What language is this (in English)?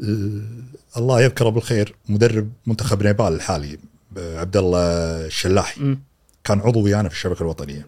Gulf Arabic